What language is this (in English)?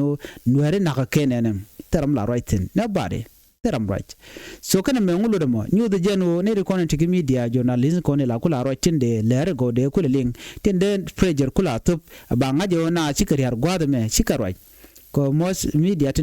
Nuer